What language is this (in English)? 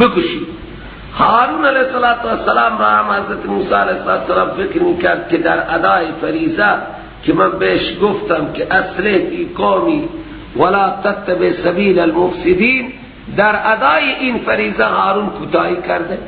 Persian